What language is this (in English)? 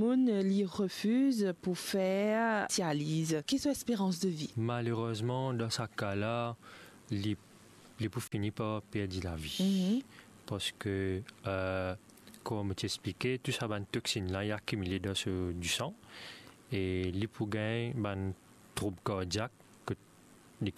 Morisyen